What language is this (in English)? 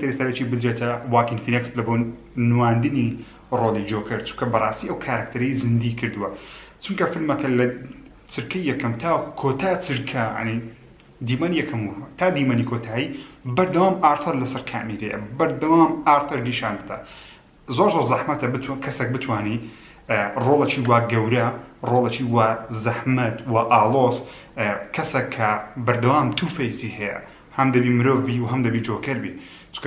Central Kurdish